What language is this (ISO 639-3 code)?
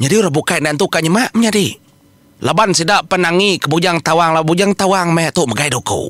iba